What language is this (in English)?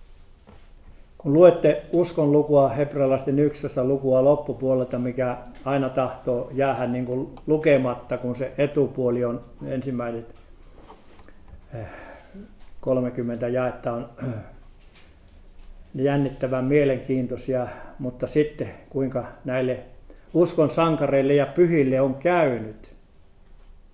Finnish